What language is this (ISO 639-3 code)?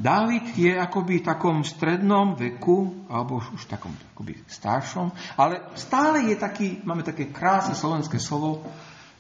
slk